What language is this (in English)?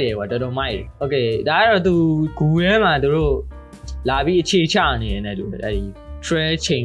Burmese